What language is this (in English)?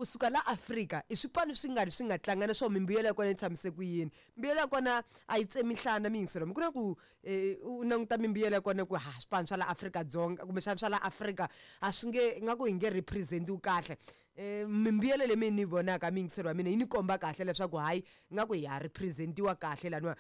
Tsonga